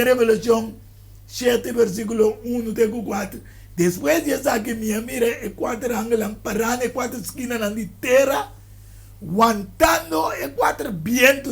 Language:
Papiamento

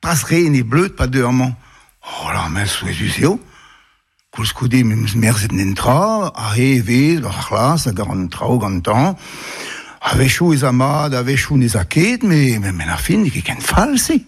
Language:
Breton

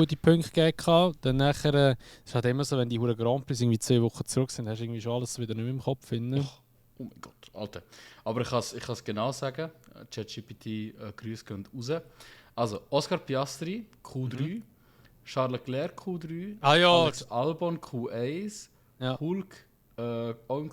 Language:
Swiss German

